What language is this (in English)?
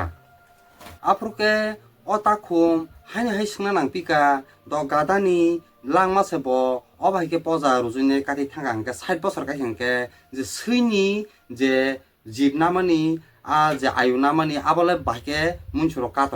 Kok Borok